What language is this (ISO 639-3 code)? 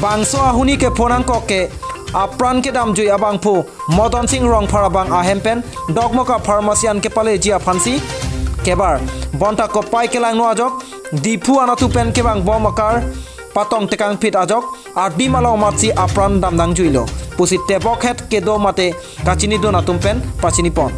mjw